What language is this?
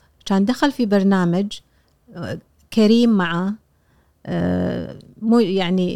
Gulf Arabic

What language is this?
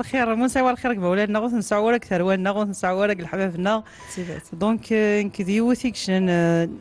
Kabyle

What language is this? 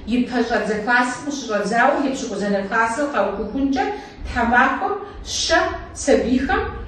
Kabardian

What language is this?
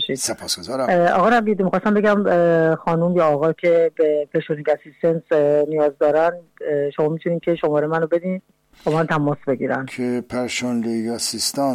Persian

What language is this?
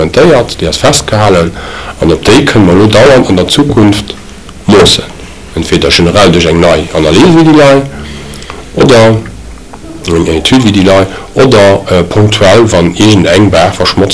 Luxembourgish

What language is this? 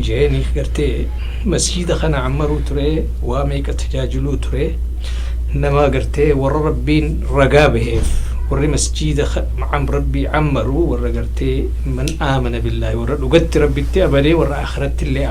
Oromo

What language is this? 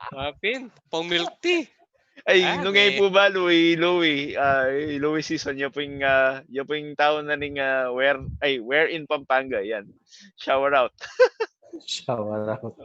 Pampanga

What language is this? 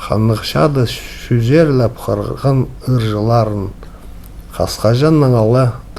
Khakas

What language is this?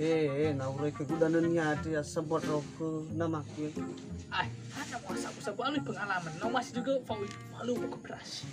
Nias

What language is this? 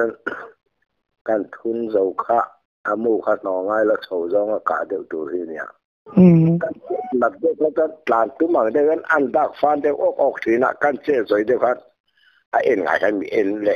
Thai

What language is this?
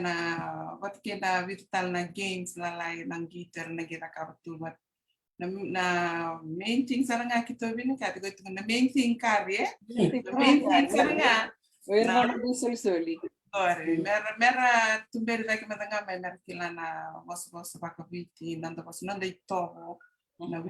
Fijian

